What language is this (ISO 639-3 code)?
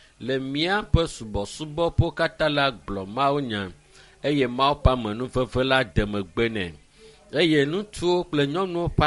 ewe